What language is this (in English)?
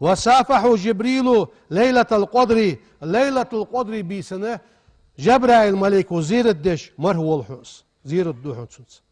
Ingush